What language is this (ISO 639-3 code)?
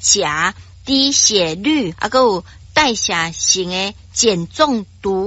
nan